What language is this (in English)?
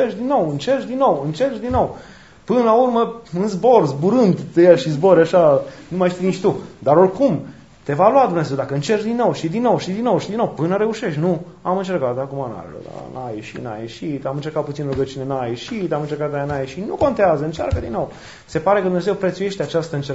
Romanian